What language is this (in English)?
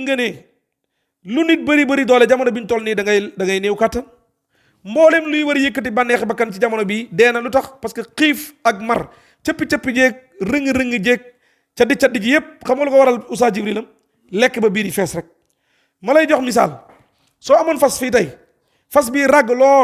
Wolof